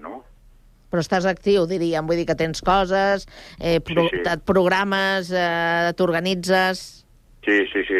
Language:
Catalan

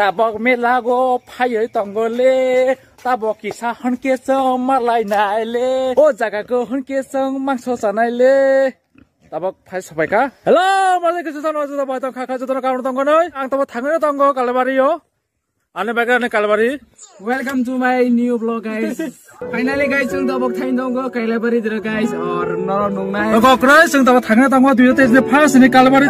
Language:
Kok Borok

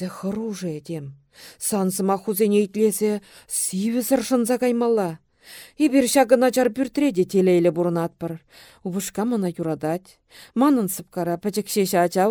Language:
Chuvash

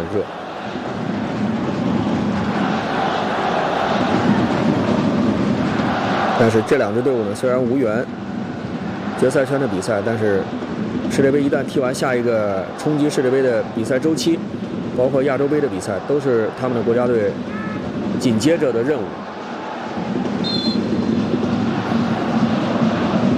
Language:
Chinese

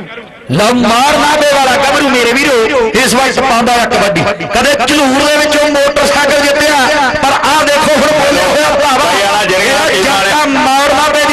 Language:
Punjabi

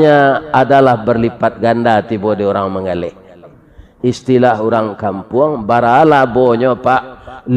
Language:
Minangkabau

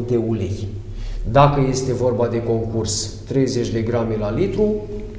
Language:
Romanian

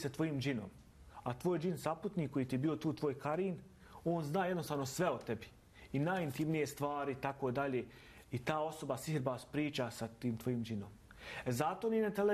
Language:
Bosnian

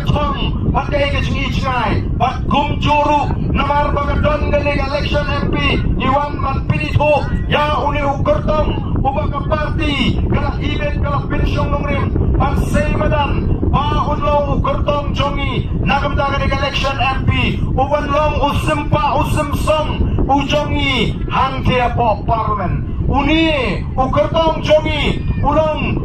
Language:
Khasi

